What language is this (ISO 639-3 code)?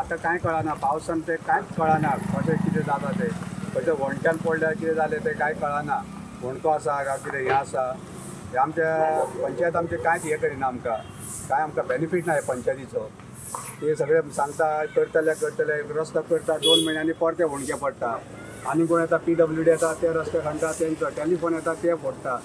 kok